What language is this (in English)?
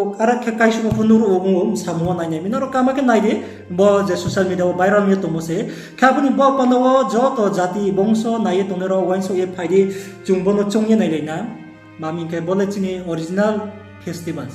Riang (India)